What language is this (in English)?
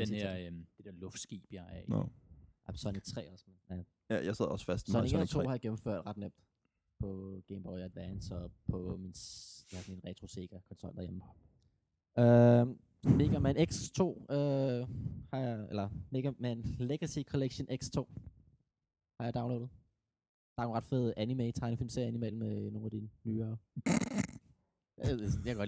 Danish